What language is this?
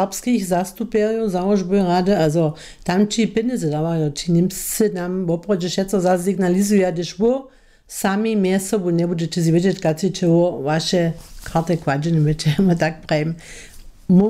Upper Sorbian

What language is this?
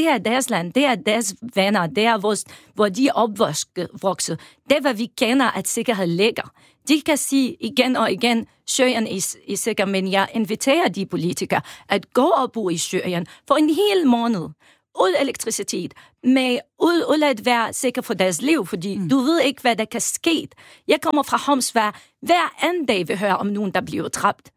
Danish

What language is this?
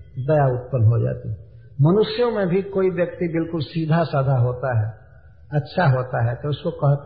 Hindi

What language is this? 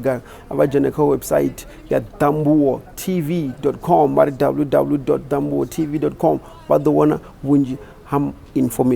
Venda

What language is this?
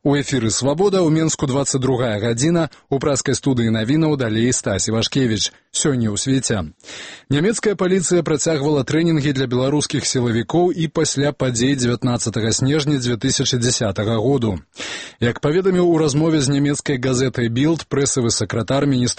Belarusian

